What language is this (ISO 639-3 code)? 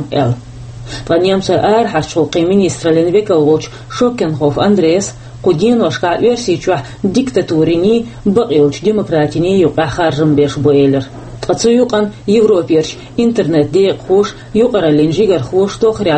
che